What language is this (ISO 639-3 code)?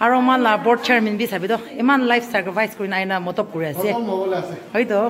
nag